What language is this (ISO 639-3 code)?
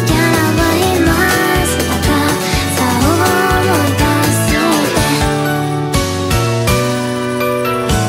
jpn